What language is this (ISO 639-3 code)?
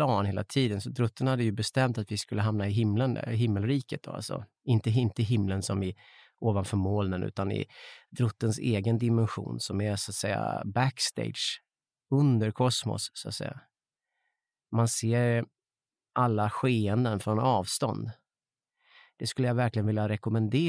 swe